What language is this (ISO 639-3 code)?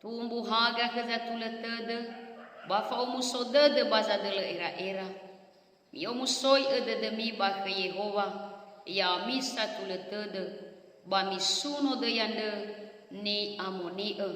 nia